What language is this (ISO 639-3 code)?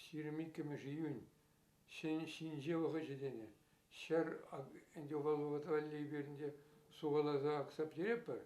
chv